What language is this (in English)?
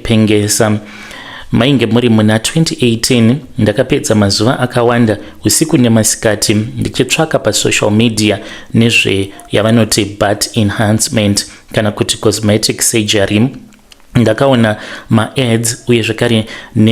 Shona